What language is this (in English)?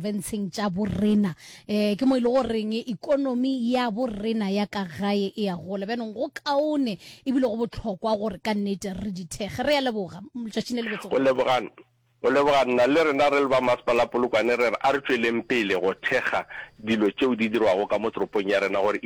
Northern Sotho